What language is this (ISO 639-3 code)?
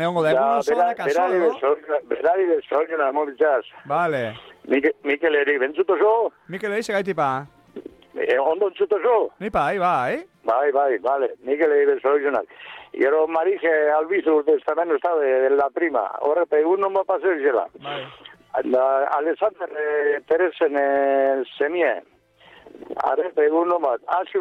eus